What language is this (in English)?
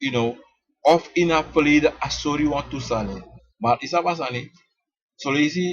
Sranan Tongo